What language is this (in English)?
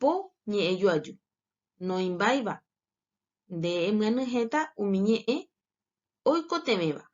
Guarani